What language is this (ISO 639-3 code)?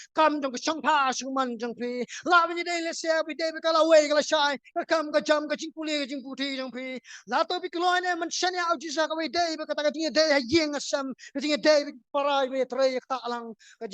kha